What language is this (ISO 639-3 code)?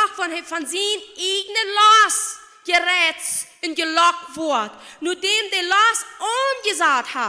pdt